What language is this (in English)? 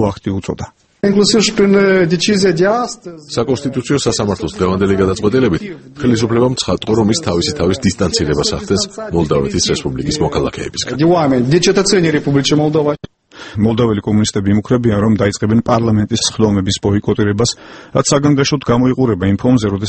Georgian